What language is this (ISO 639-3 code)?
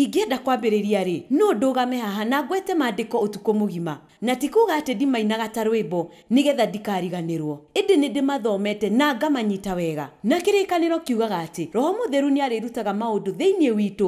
kik